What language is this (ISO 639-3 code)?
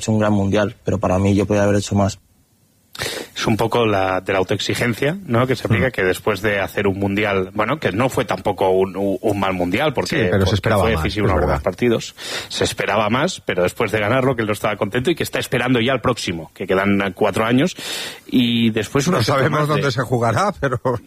spa